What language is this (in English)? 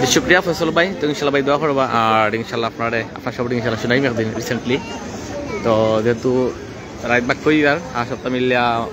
Sylheti